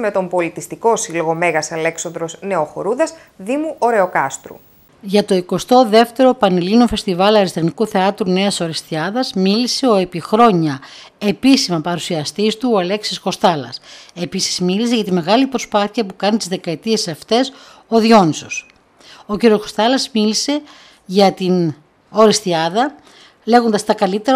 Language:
Greek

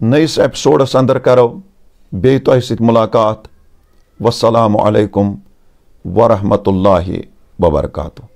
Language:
Kashmiri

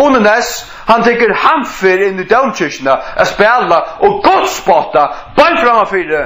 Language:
Faroese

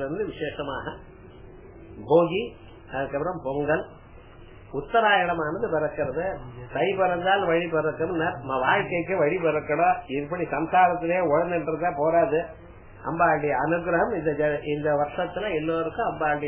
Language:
Tamil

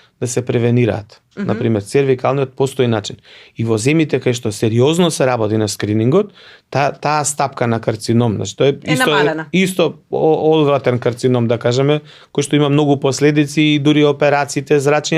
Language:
Macedonian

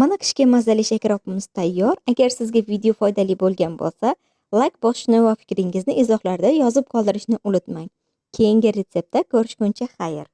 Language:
Uzbek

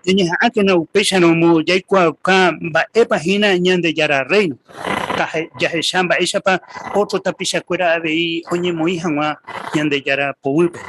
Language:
Guarani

